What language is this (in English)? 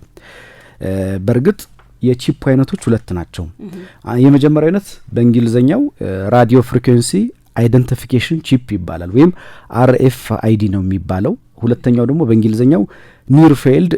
Amharic